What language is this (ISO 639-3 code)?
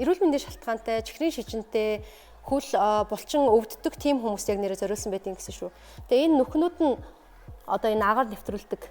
mon